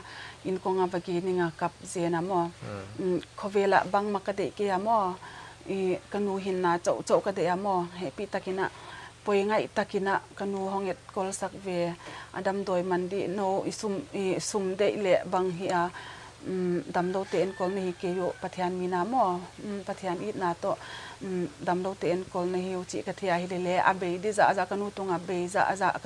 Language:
Paite Chin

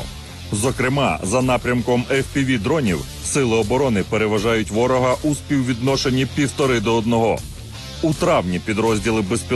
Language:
Ukrainian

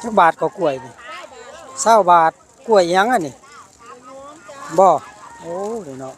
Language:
Northeastern Thai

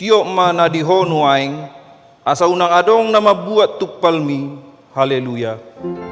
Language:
Batak Toba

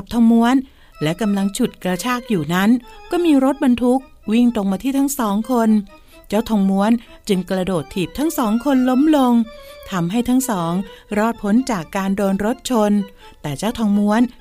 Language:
Thai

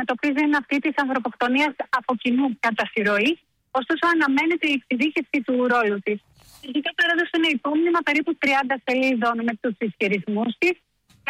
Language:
Greek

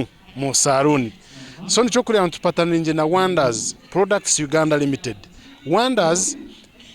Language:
Nyankole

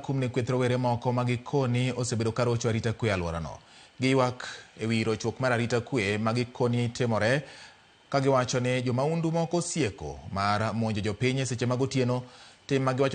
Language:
Luo (Kenya and Tanzania)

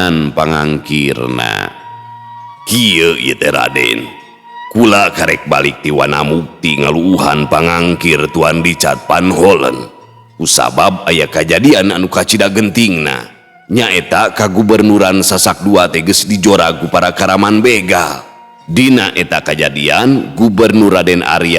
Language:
Sundanese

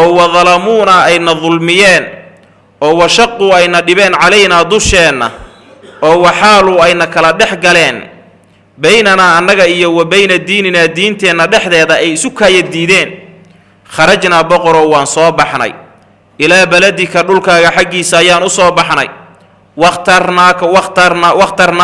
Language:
Somali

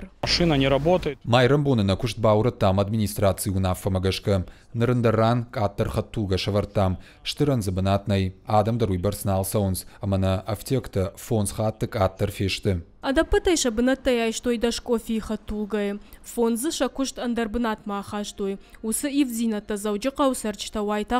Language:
Ossetic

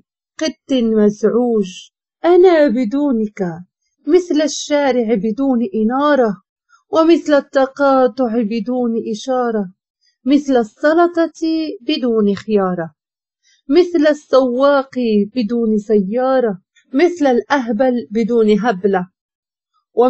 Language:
Moroccan Arabic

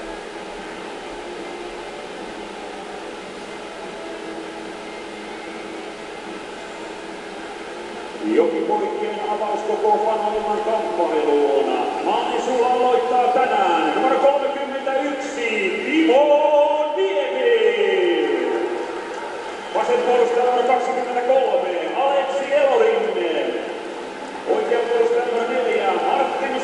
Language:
Finnish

